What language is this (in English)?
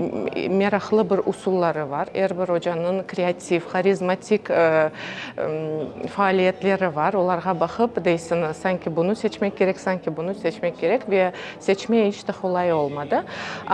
Crimean Tatar